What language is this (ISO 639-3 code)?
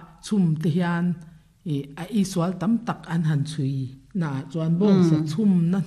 lus